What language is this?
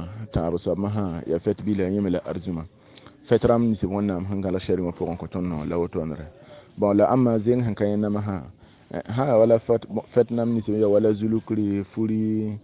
Mossi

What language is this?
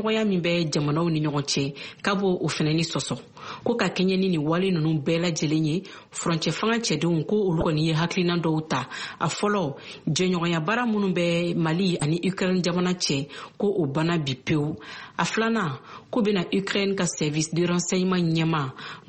Bambara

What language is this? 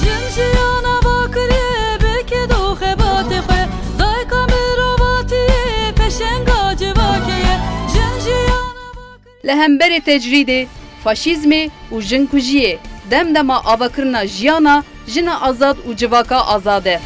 Kurdish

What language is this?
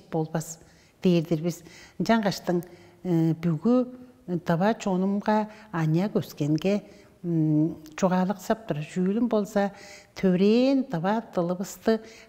Tuvinian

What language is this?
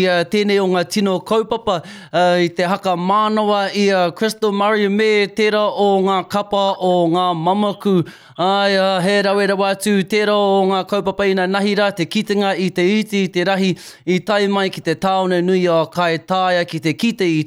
Māori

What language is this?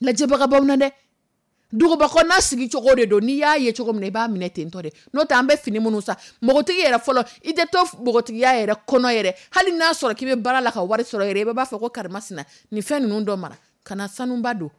Dyula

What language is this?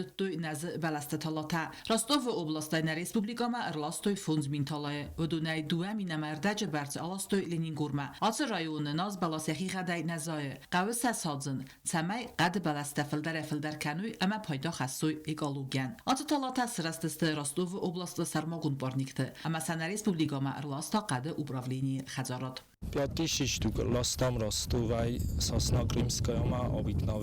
Ossetic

